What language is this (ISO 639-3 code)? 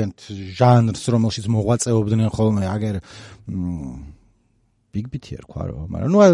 kat